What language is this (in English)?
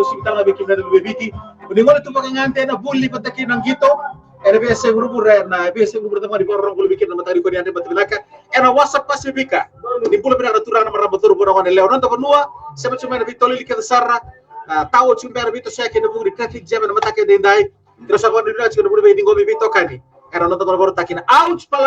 Fijian